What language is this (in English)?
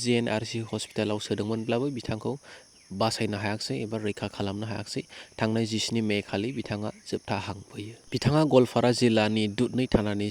Bodo